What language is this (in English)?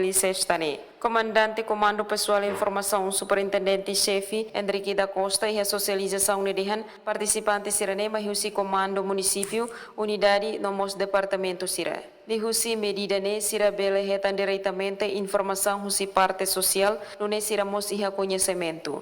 Tetum